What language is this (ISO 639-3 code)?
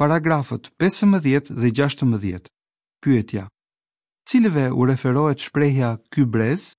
sqi